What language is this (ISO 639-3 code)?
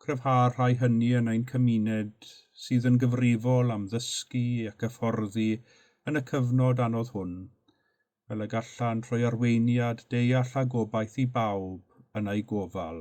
cym